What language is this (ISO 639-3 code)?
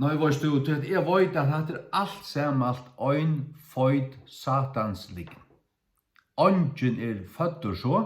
fao